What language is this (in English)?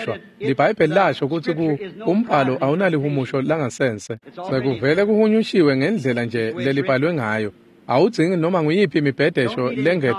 Swati